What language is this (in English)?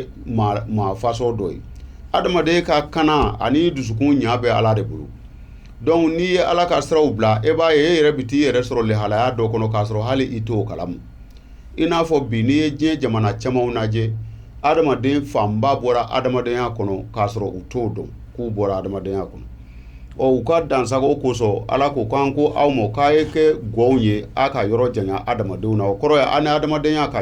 Bambara